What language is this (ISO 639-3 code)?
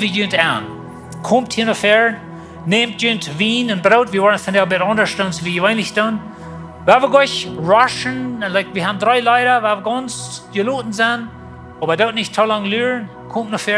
pdt